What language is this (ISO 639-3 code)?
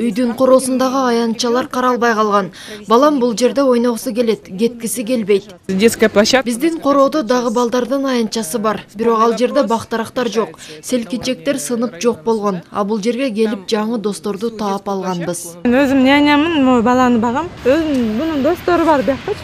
kir